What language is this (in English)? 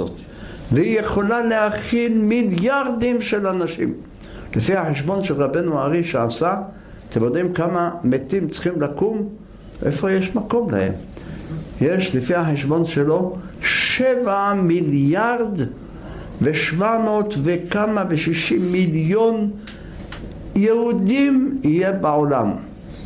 Hebrew